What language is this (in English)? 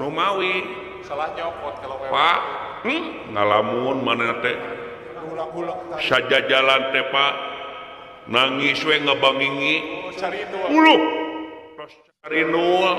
Sundanese